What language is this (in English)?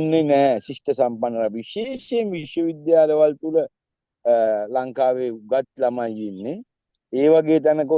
Sinhala